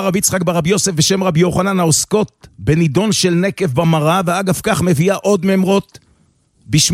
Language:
Hebrew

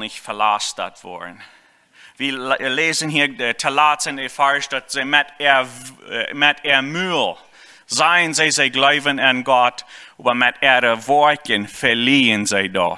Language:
Plautdietsch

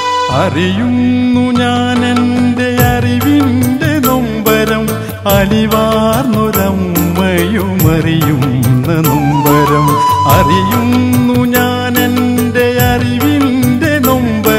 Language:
Malayalam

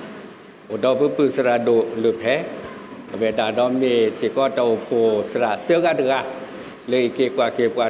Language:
S'gaw Karen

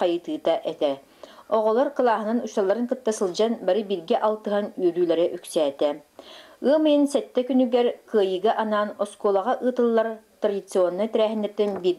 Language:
Yakut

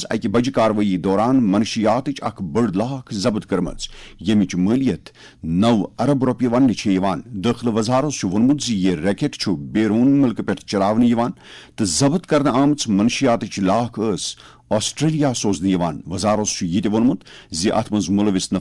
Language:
Kashmiri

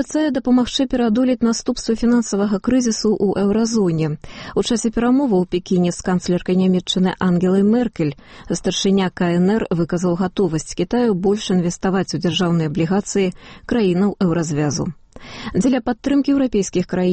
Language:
Belarusian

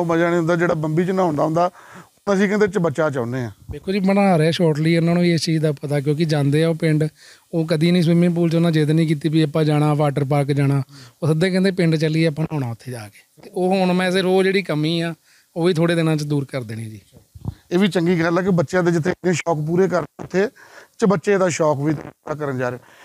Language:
Punjabi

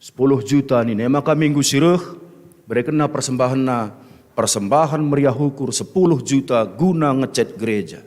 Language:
Batak Karo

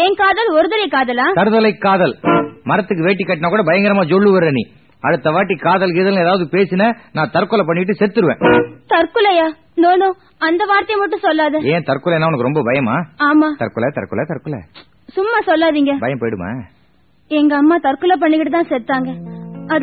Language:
Tamil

